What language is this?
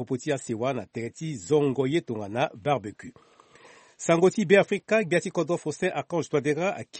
Sango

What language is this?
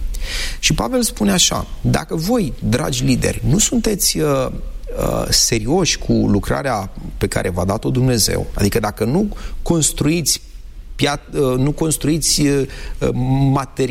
Romanian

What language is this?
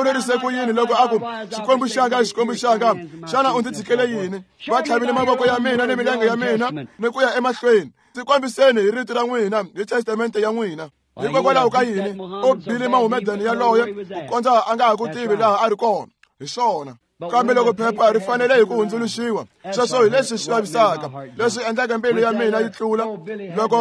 Tsonga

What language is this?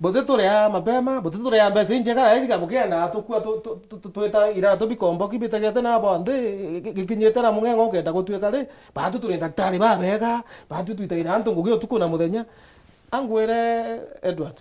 Meru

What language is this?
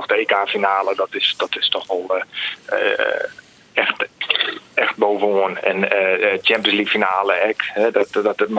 Western Frisian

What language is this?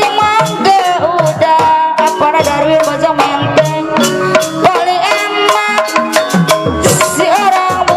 Betawi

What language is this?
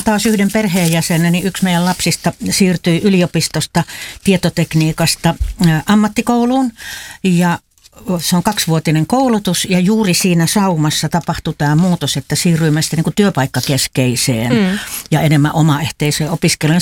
Finnish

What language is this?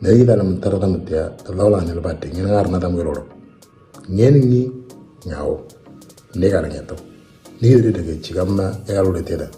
Moro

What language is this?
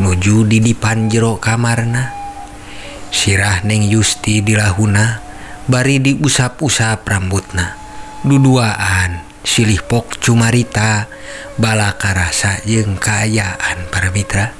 Sundanese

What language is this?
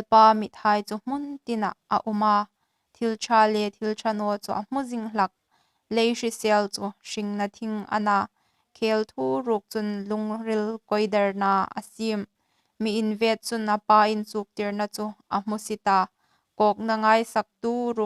Hmar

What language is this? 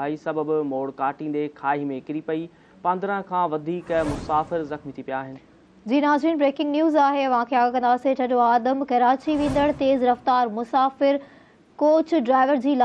Sindhi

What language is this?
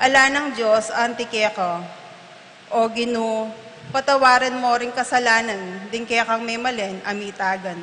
Pampanga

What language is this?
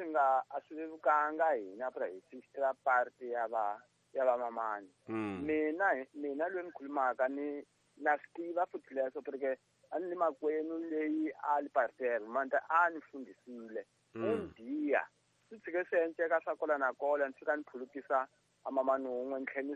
Tsonga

